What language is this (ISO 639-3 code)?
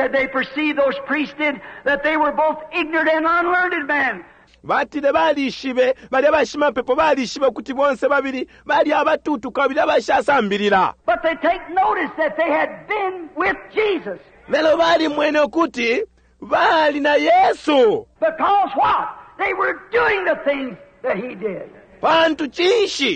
bem